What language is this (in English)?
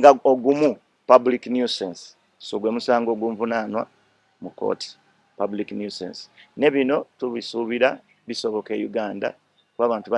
Ganda